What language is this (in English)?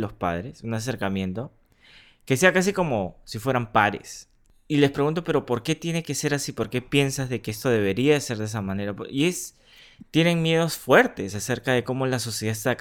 Spanish